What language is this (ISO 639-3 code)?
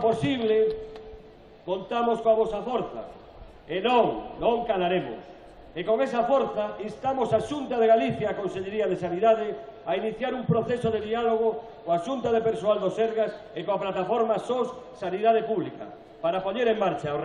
glg